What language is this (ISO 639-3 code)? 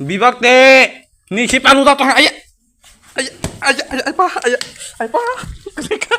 trp